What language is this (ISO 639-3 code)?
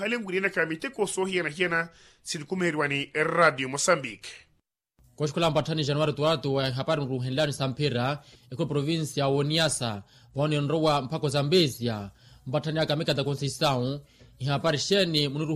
vmw